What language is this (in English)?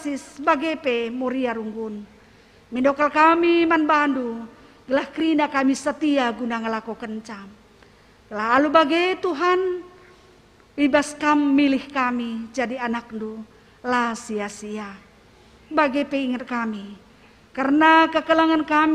Batak Karo